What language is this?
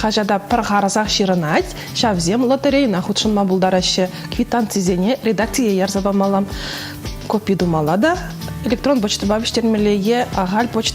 Chuvash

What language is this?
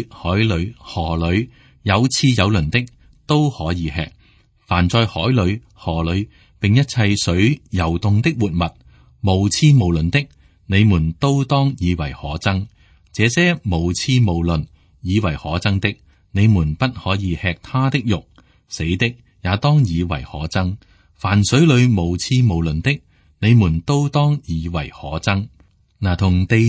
Cantonese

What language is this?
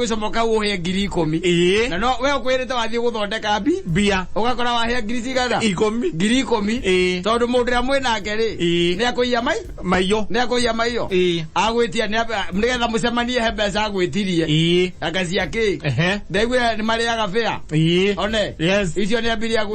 Kikuyu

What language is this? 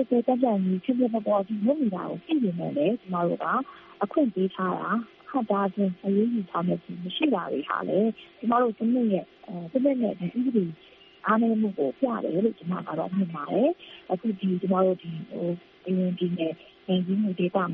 Burmese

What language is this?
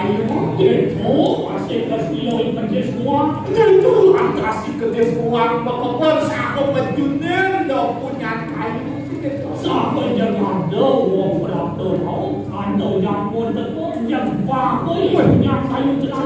Balinese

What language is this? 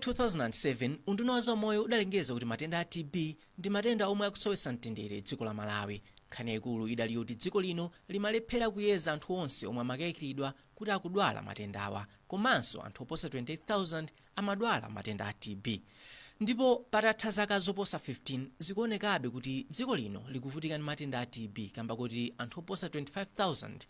Nyanja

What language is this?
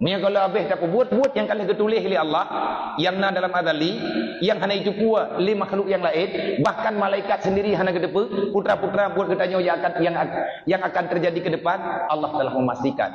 Achinese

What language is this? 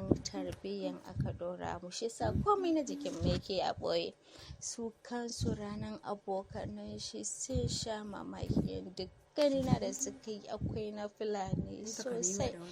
Hausa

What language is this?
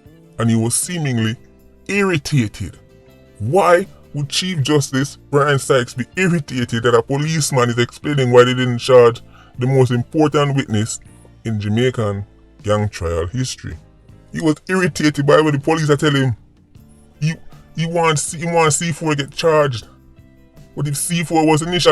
Jamaican Creole English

